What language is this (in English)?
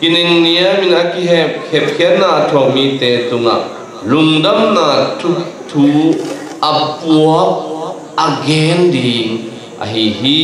Tedim Chin